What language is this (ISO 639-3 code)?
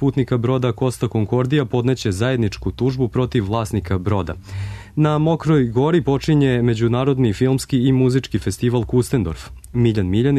srp